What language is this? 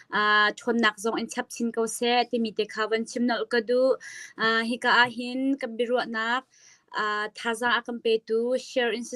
Hakha Chin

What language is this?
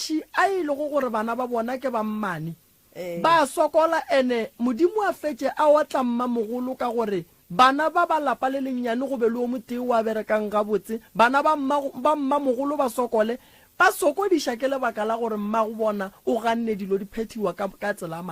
Northern Sotho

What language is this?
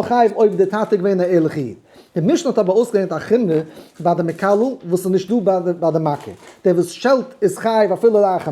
Yiddish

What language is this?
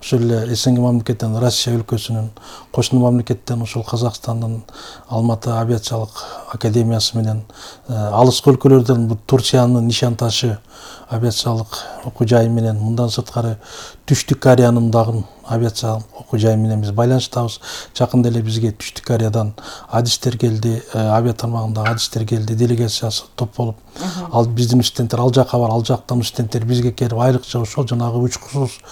Kyrgyz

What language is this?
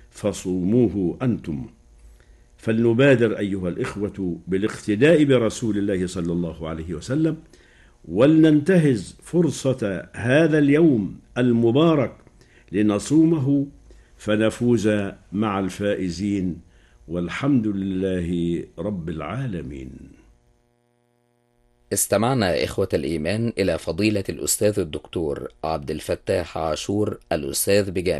Arabic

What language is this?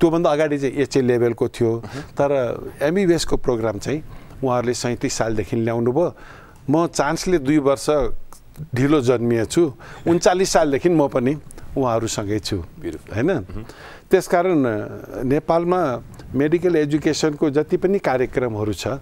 Nepali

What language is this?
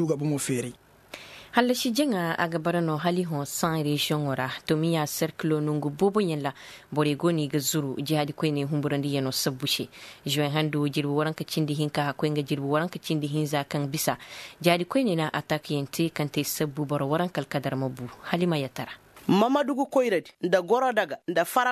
Koyraboro Senni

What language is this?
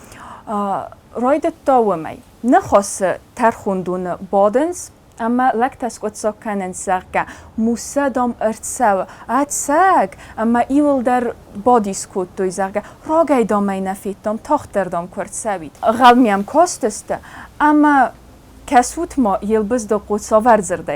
Ossetic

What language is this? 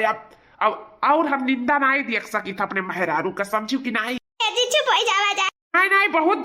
Awadhi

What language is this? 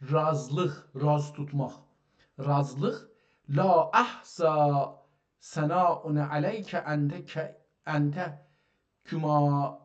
South Azerbaijani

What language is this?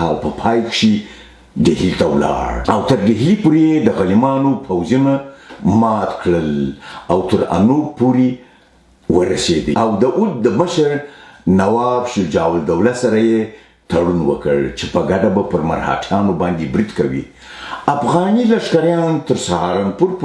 Pashto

